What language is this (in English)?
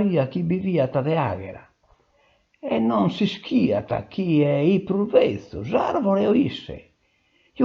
Sardinian